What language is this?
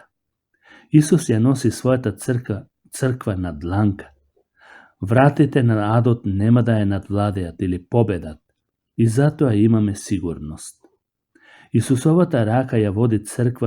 Macedonian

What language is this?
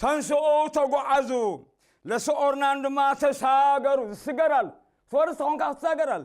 Tigrinya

